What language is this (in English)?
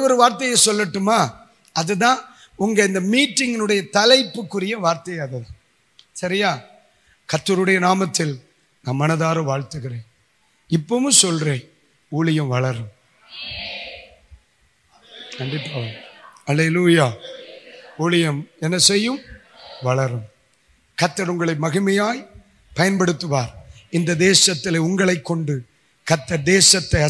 Tamil